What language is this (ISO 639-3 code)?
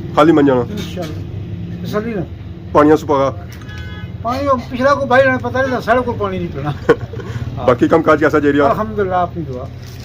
phr